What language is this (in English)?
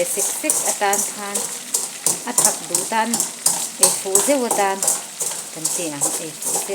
Mizo